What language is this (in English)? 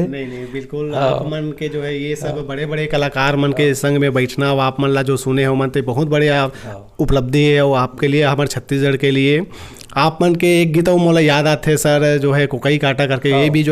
Chhattisgarhi